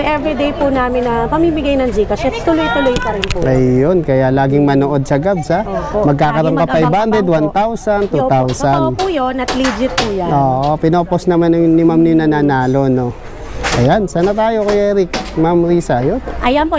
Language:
Filipino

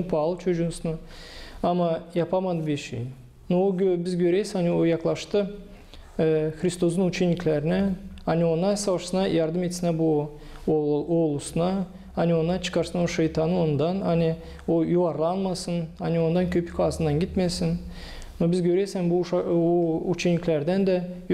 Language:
Gagauz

